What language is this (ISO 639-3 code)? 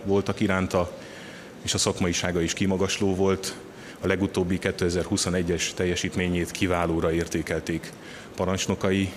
hun